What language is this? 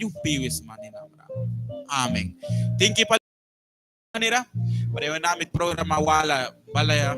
Mískito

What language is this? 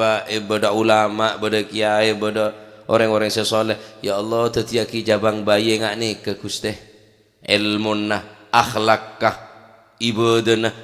Madurese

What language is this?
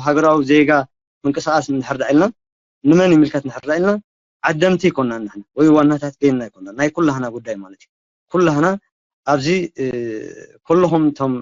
Tigrinya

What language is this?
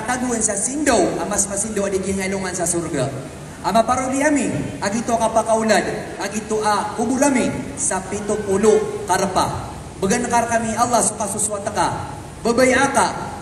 Maranao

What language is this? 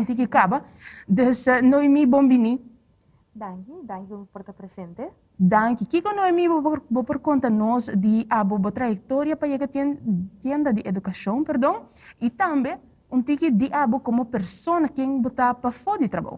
Papiamento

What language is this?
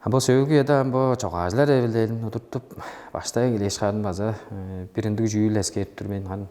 Tuvinian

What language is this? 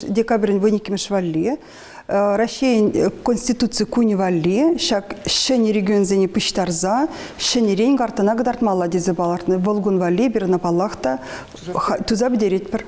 Chuvash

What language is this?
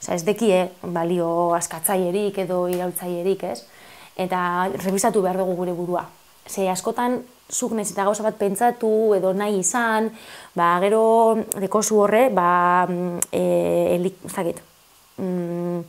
Basque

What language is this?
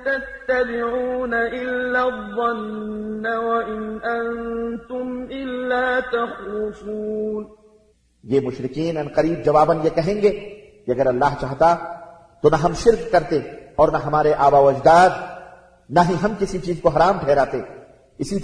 Urdu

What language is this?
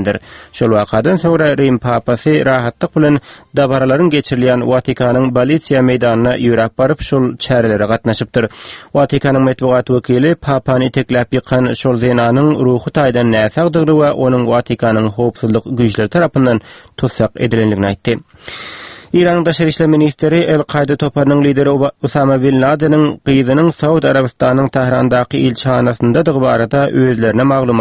Turkmen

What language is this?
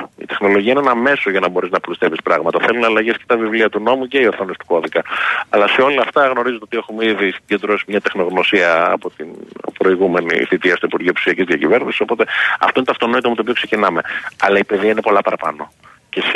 Greek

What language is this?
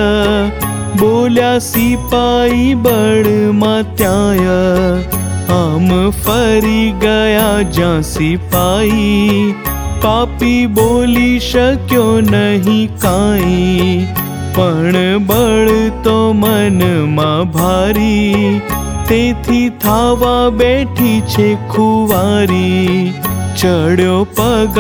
Gujarati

